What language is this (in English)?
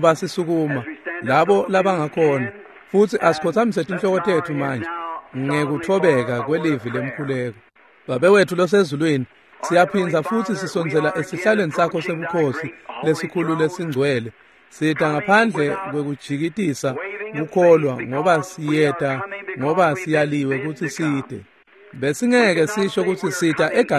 Swati